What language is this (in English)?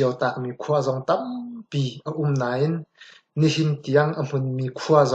Hakha Chin